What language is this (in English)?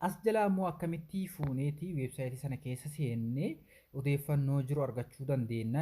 Oromo